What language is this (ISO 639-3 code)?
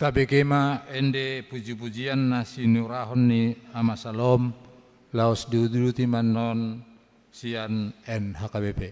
bbc